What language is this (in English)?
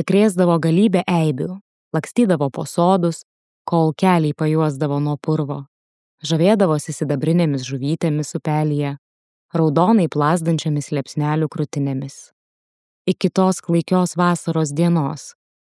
Lithuanian